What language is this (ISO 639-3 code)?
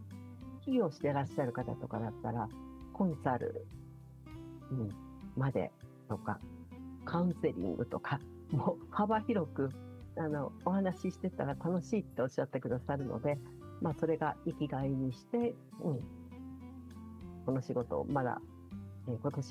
jpn